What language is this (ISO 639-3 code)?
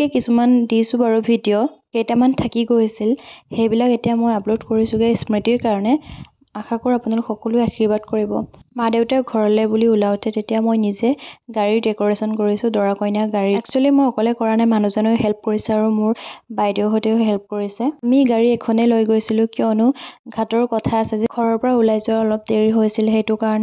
asm